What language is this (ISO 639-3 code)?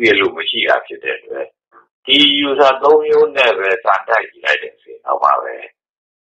mya